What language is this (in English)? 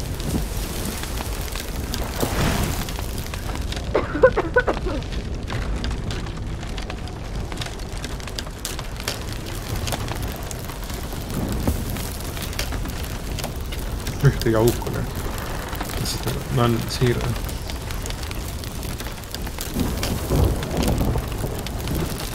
Estonian